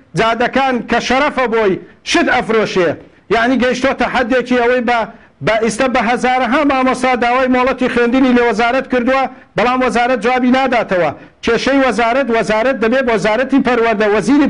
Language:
Central Kurdish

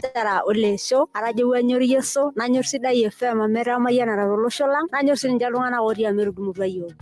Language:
Masai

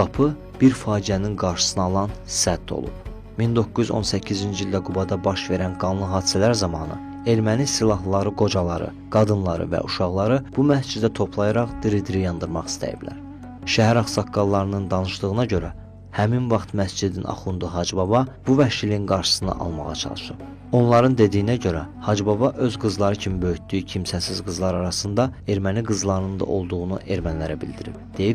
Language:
Azerbaijani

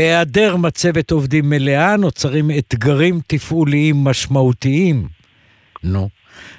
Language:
Hebrew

